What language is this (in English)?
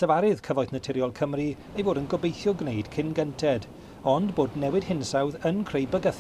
Welsh